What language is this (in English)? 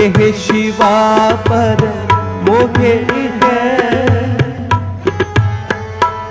Hindi